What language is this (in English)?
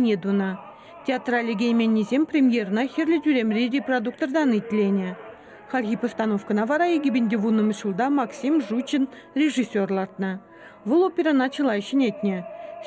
Chuvash